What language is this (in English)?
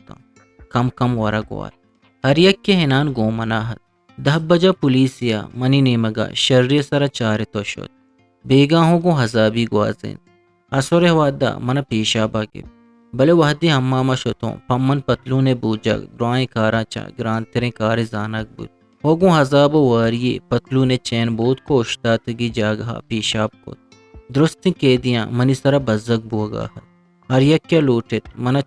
Eastern Balochi